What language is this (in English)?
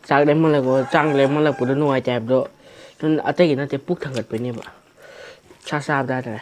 Manipuri